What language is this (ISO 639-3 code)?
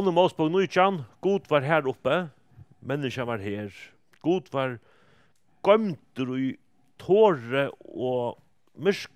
fao